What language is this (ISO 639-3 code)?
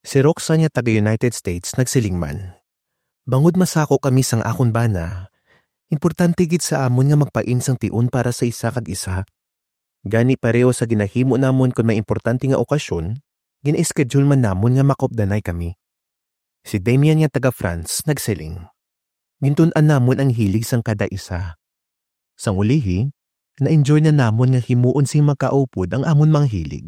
hil